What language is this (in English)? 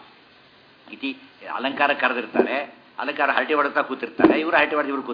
Kannada